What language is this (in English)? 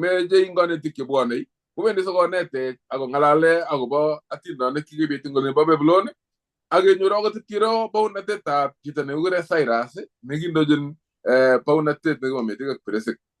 Kalenjin